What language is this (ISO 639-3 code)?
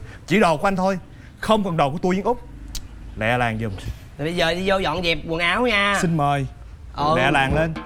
vie